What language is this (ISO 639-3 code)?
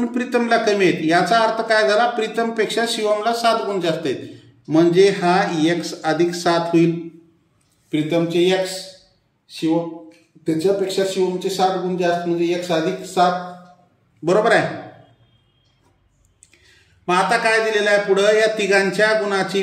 mar